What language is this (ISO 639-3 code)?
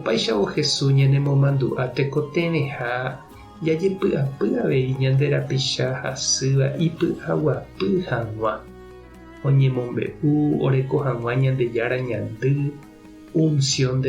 grn